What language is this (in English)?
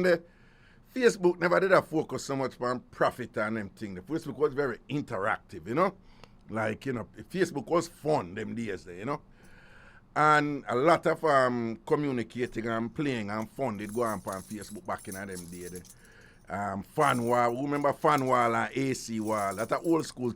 Jamaican Creole English